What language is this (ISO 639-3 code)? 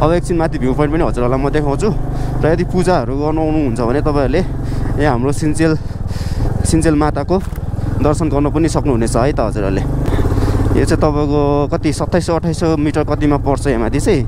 nep